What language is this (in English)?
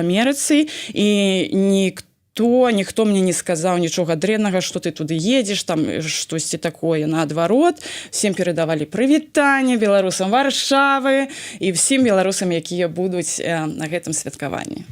Belarusian